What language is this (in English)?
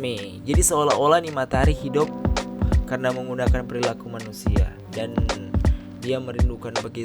Manado Malay